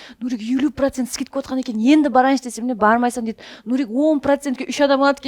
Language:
Kara-Kalpak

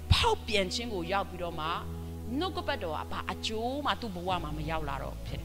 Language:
Burmese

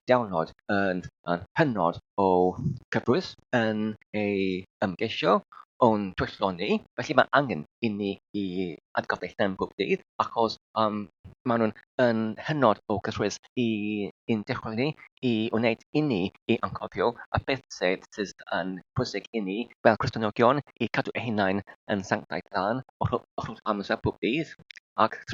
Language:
Welsh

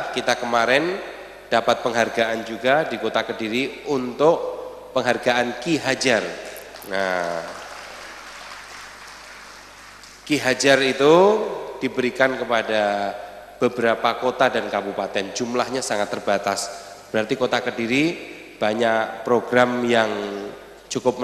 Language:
Indonesian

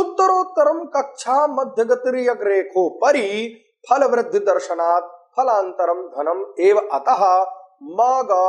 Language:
Sanskrit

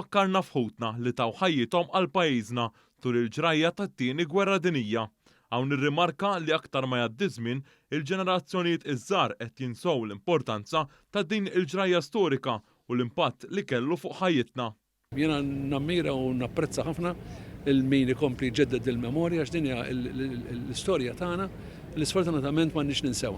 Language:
Maltese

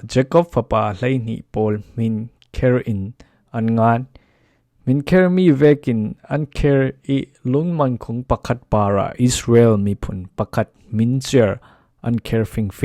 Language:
Falam Chin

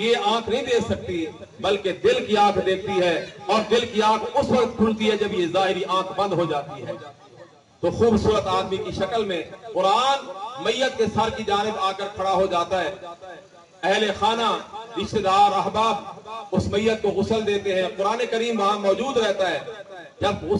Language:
Urdu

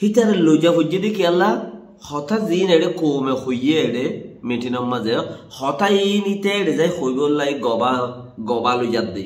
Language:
Rohingya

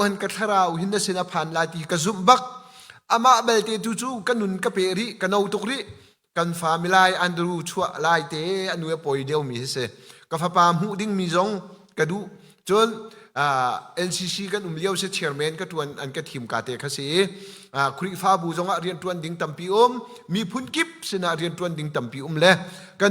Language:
Hakha Chin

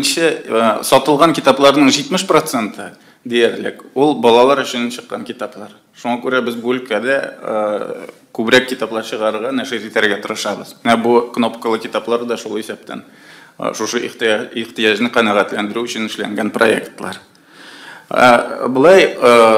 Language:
Tatar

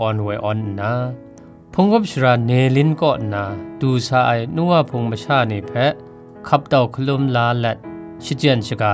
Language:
Kachin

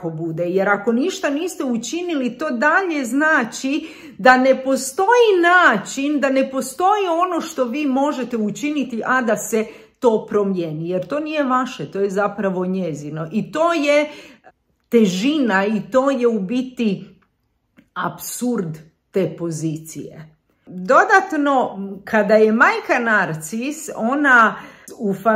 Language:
Croatian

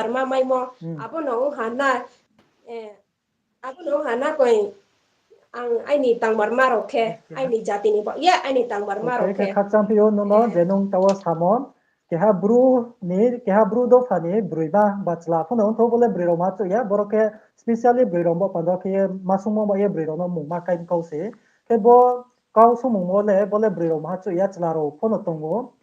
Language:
Riang (India)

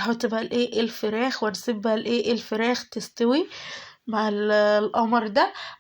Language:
Egyptian Arabic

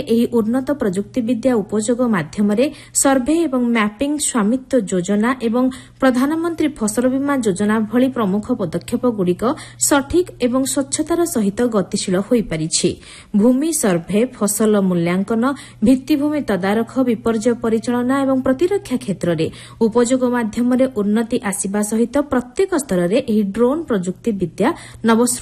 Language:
Odia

